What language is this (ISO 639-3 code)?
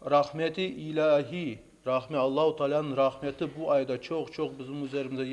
crh